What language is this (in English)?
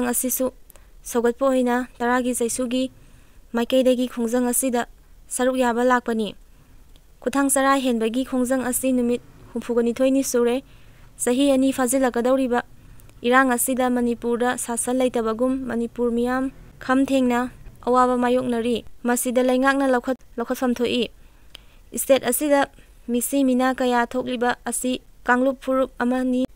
Manipuri